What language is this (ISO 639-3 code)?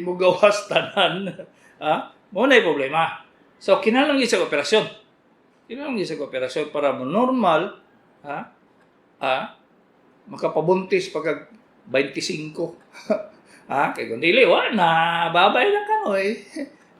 ceb